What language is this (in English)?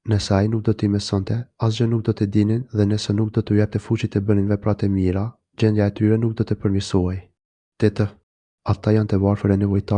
Albanian